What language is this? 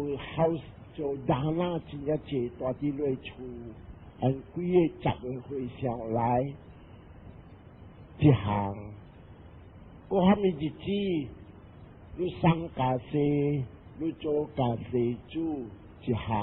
Min Nan Chinese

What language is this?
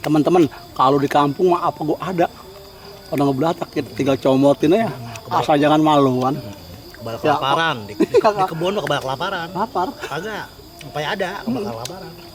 Betawi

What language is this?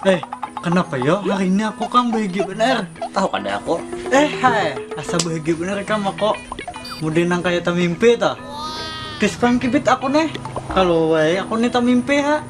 Banjar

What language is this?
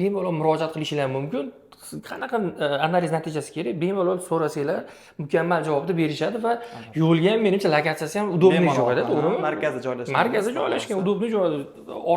Uzbek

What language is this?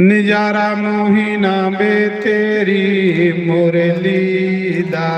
Dogri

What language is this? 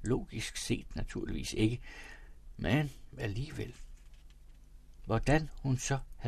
Danish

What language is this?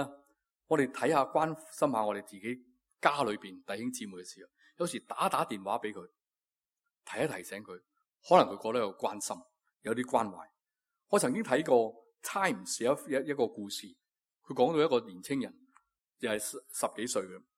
Cantonese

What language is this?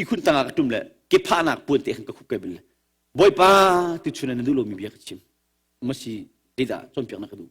Hakha Chin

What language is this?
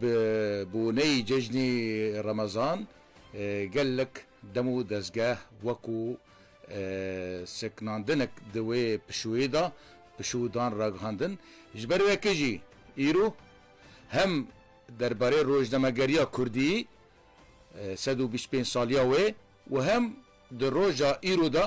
Kurdish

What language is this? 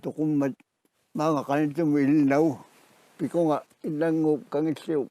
Kalaallisut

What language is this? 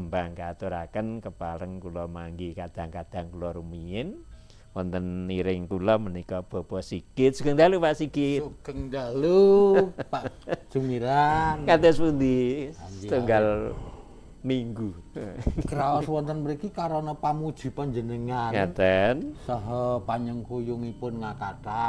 Javanese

